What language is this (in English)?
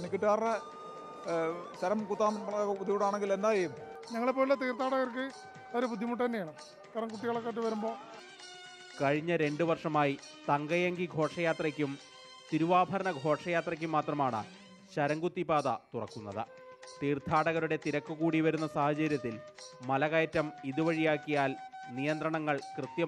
Malayalam